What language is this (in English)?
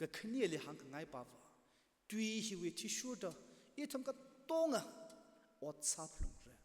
Tangkhul Naga (India)